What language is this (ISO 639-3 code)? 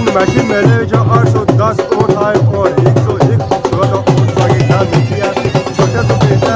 phr